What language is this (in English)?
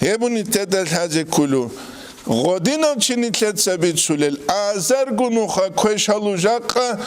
Avaric